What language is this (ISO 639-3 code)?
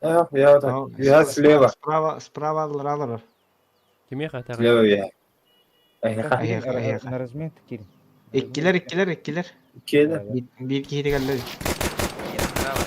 sah